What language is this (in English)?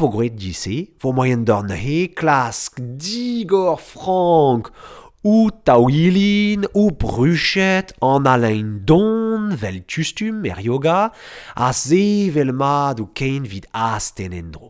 Breton